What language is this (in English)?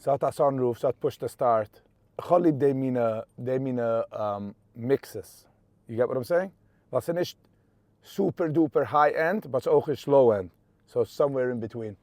Yiddish